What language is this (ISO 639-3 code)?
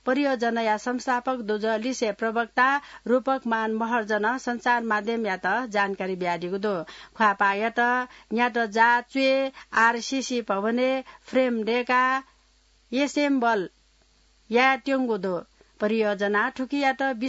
new